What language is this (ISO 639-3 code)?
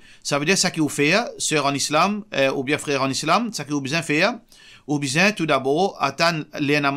mfe